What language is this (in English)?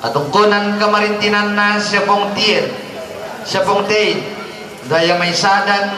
Toraja-Sa'dan